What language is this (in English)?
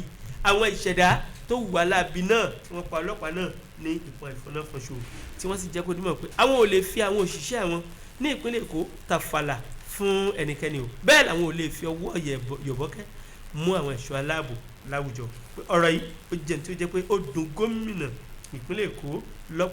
Yoruba